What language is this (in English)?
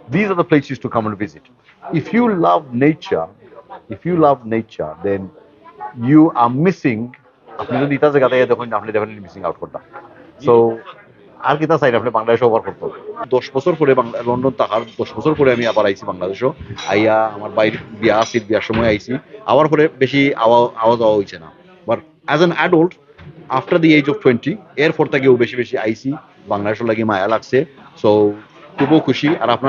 Sylheti